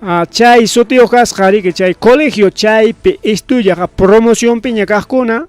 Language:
Ayacucho Quechua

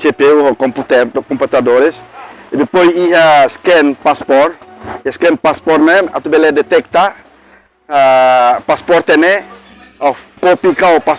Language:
Tetum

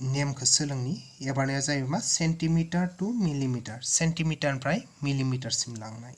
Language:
Bodo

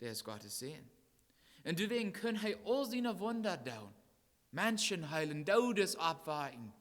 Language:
Plautdietsch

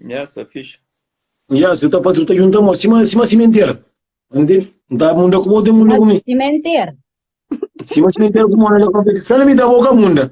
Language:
Kabuverdianu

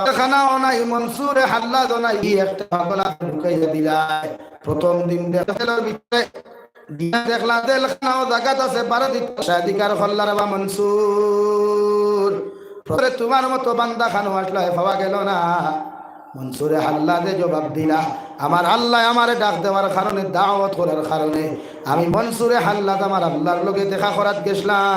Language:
Sylheti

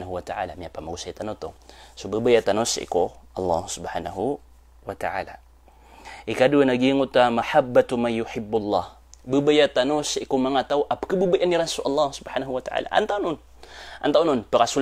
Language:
Maranao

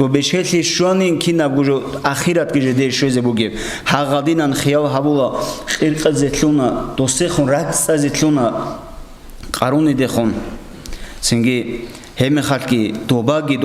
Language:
Avaric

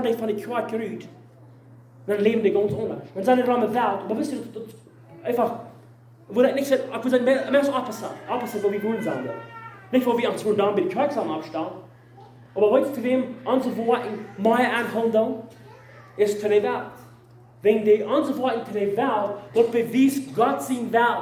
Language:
Plautdietsch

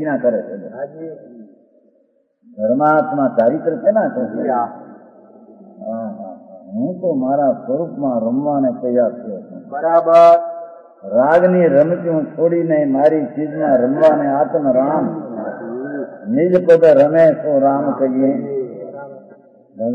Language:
Gujarati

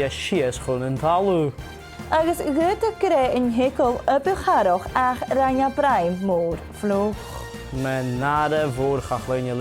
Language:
Scottish Gaelic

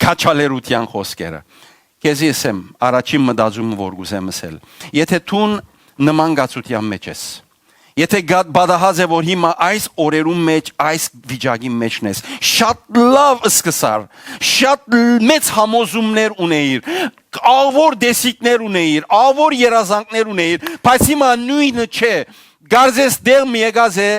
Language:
Western Armenian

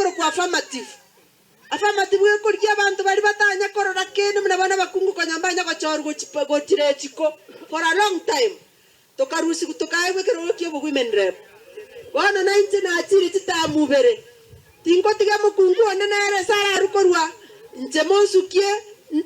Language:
Gusii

